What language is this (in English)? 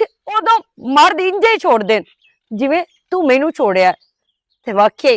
Western Panjabi